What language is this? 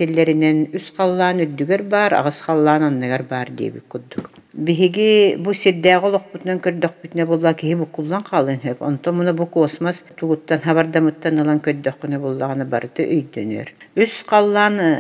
Yakut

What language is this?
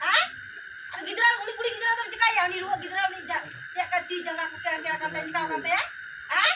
Santali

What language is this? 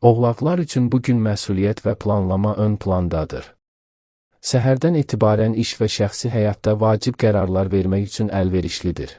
Azerbaijani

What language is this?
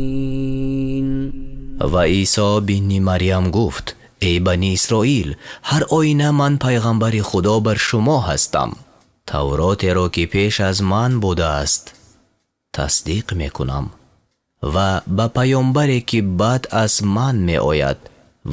Tajik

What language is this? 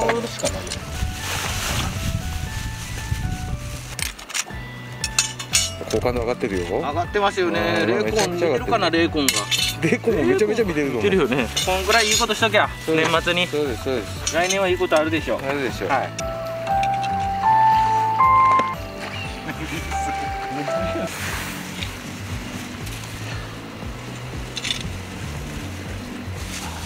Japanese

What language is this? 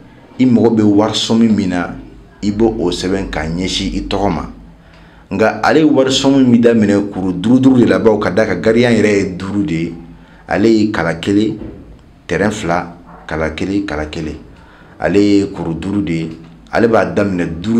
Bambara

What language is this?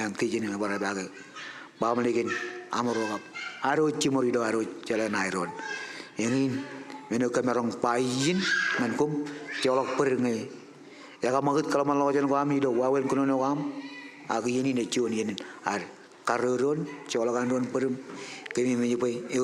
Marshallese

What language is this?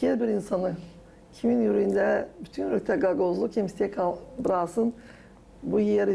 Gagauz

